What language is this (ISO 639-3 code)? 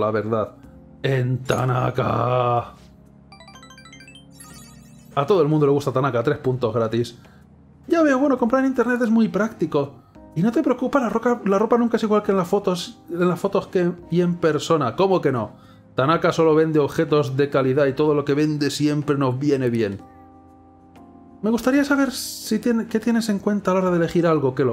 spa